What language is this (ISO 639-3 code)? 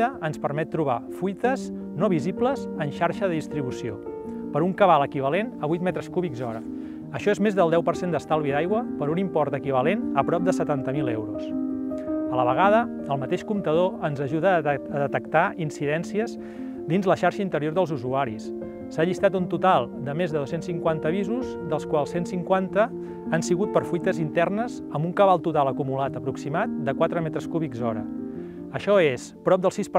cat